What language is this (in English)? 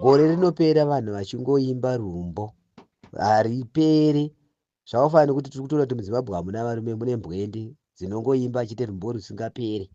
Shona